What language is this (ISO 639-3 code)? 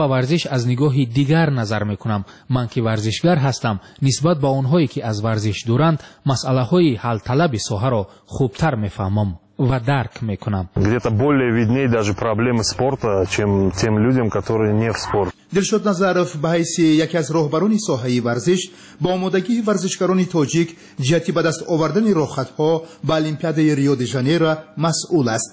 tgk